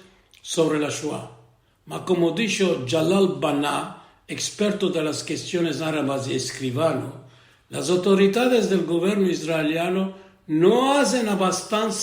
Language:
Ladino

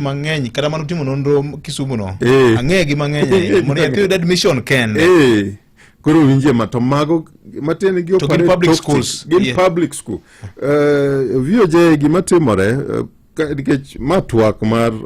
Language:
Luo (Kenya and Tanzania)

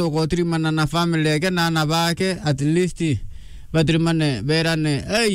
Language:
Meru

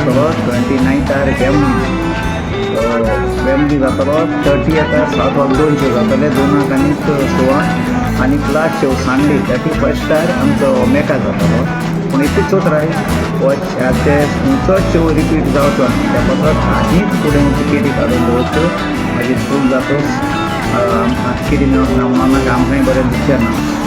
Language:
Konkani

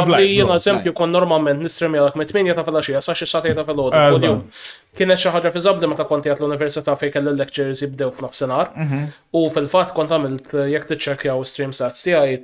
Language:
Maltese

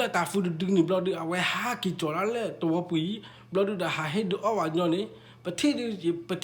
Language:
S'gaw Karen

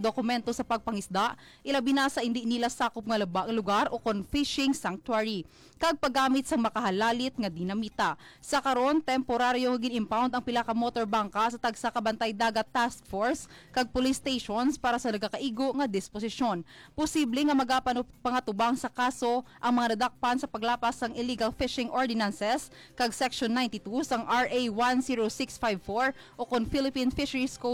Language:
Hiligaynon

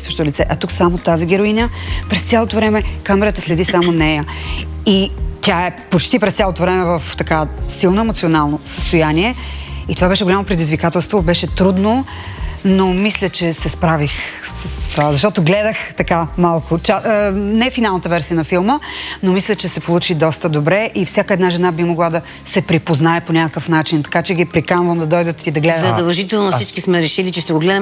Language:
Bulgarian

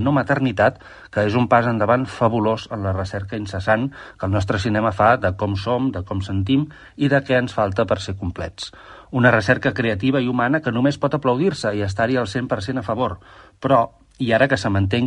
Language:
Catalan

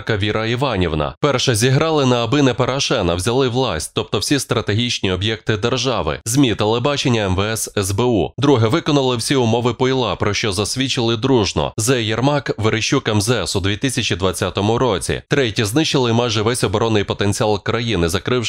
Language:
Ukrainian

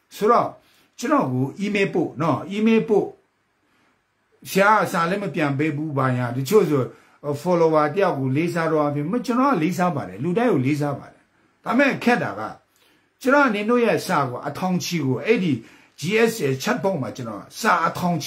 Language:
Burmese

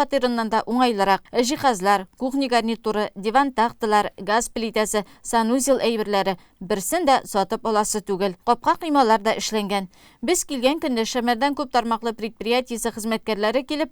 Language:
Tatar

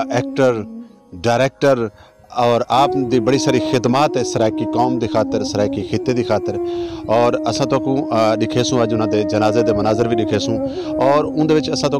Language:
Saraiki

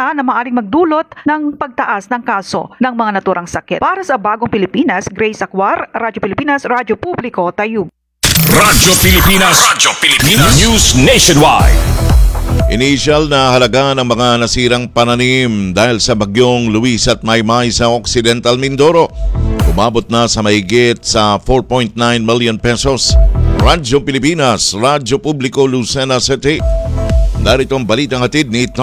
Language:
Filipino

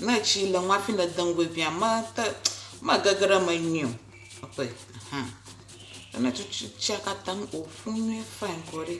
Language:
Ewe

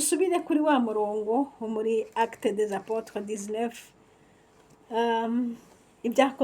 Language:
Rundi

